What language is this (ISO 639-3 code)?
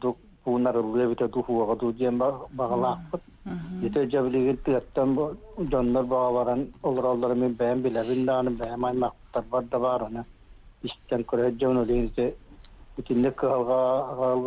sah